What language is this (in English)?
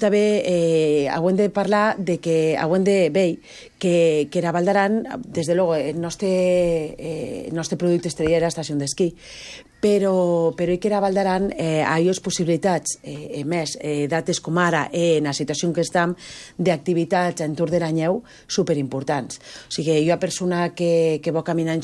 Catalan